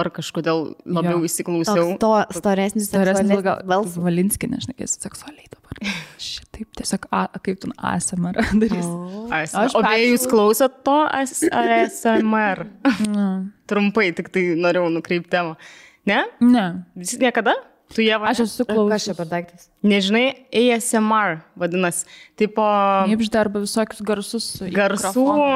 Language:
Lithuanian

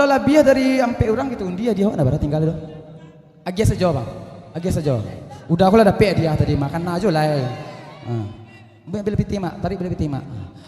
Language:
Minangkabau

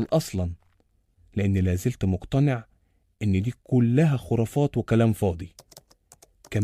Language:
Egyptian Arabic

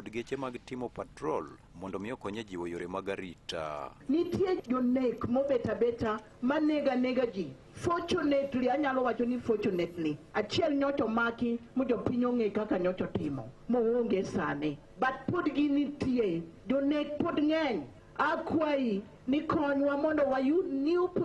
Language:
Luo (Kenya and Tanzania)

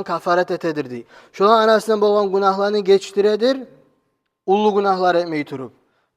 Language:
Kumyk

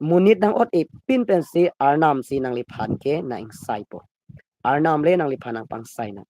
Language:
Karbi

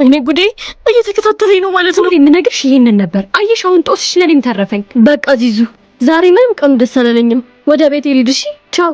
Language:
Amharic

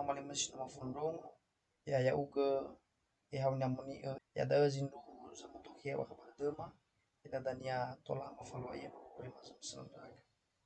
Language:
Nias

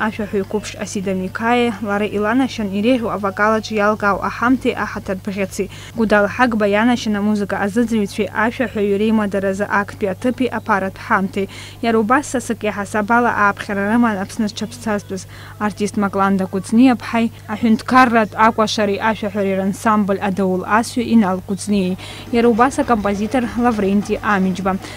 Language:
Abkhazian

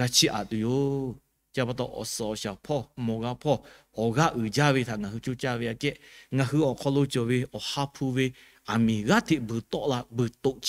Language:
Lahu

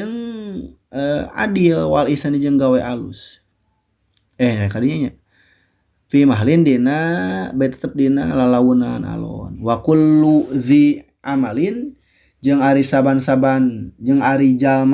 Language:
Sundanese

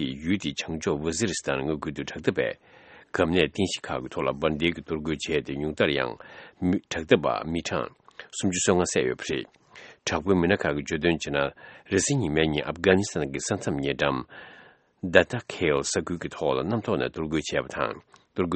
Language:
Tibetan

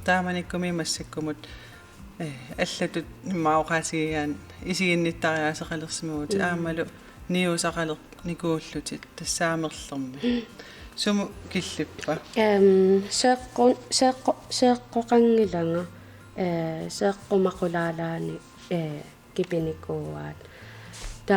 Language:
Kalaallisut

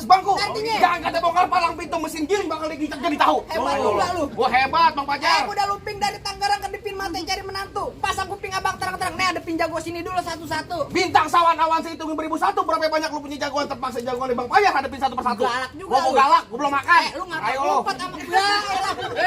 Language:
Betawi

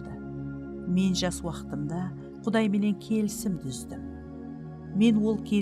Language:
Kara-Kalpak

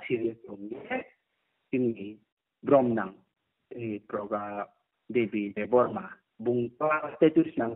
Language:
Riang (India)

